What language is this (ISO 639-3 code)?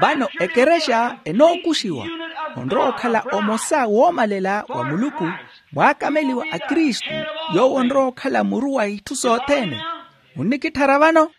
vmw